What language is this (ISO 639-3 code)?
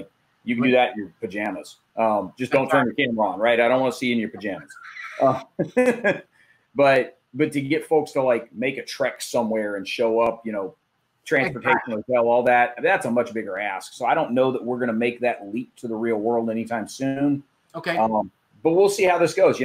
eng